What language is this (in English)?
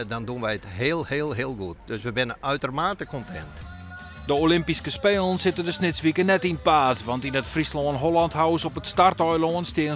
Western Frisian